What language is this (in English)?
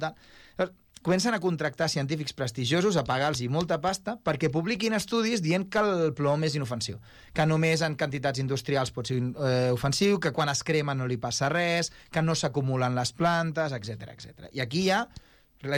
Catalan